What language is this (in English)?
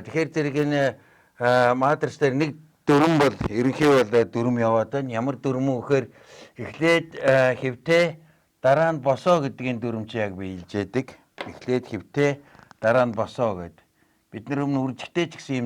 Mongolian